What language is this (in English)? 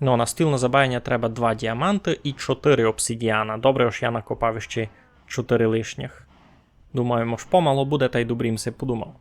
Rusyn